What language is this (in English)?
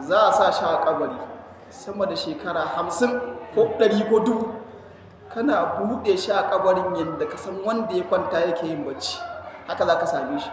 Hausa